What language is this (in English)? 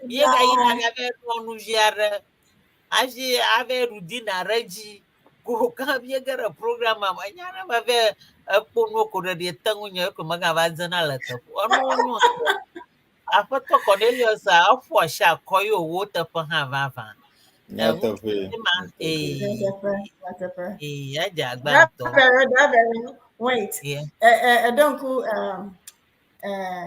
Ewe